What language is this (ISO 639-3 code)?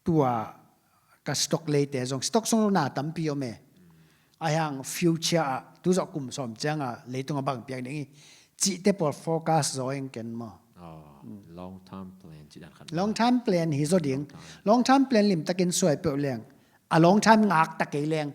ctd